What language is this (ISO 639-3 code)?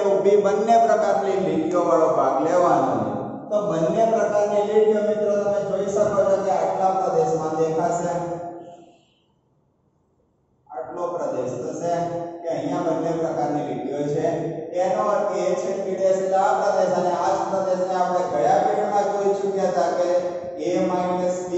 guj